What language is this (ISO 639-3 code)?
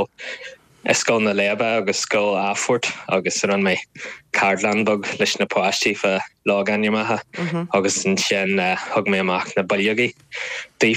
gle